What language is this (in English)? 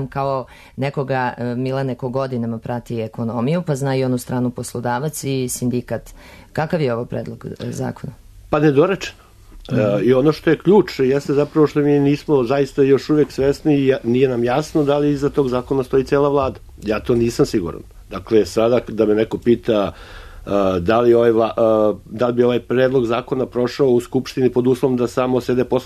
Serbian